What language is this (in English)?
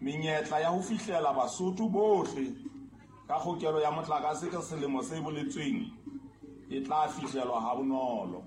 Southern Sotho